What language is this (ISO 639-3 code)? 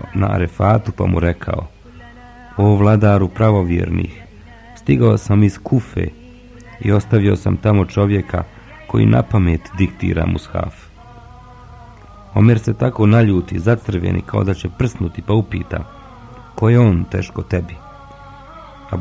bos